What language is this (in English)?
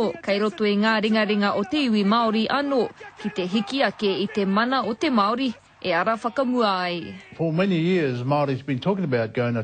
Māori